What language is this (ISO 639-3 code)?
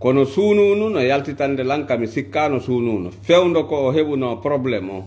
ful